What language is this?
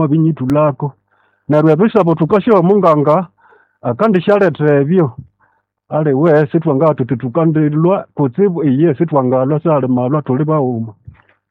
Nande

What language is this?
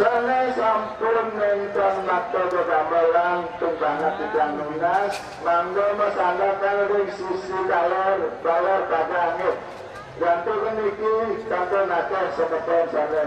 Balinese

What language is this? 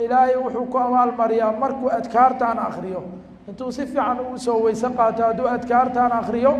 Somali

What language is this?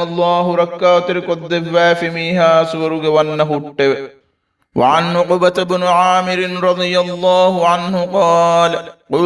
Divehi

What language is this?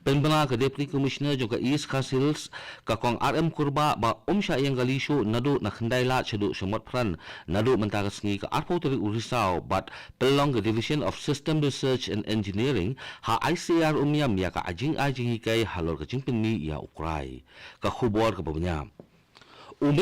Khasi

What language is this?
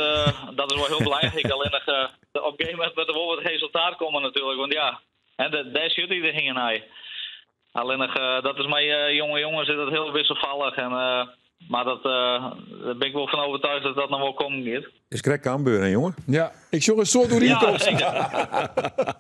Western Frisian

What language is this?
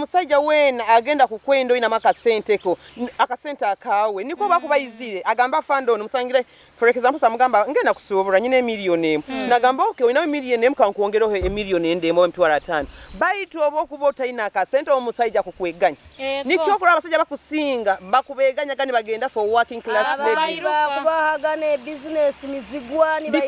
Nyoro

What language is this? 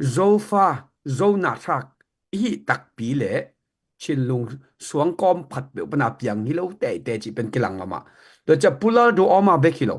Tedim Chin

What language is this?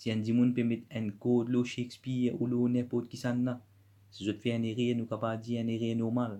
Morisyen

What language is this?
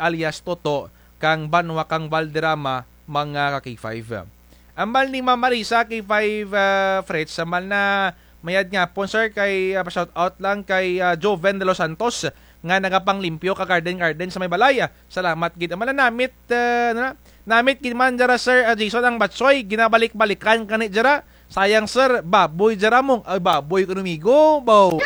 Kinaray-a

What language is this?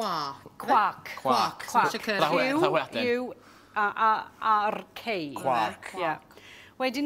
Welsh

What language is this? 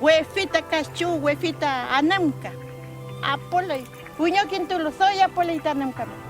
Mapuche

